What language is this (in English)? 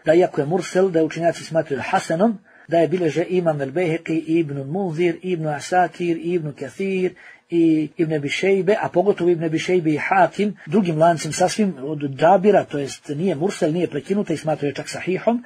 Bosnian